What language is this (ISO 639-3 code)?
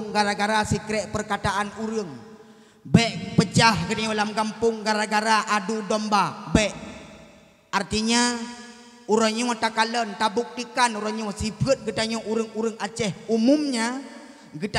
ace